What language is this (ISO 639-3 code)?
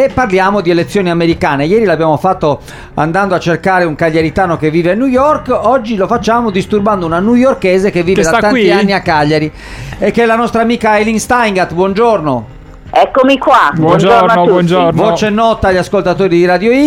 ita